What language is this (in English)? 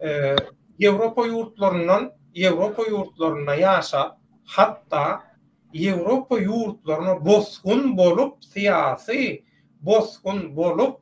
Turkmen